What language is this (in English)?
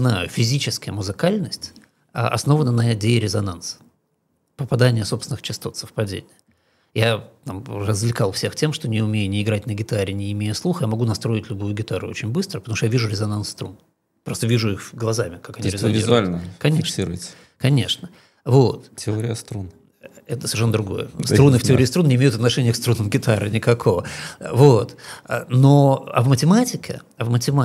Russian